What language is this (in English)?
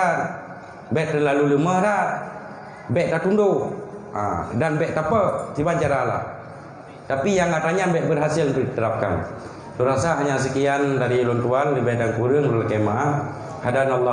Achinese